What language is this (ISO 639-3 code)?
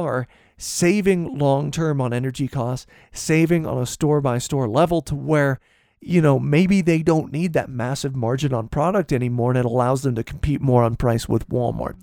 eng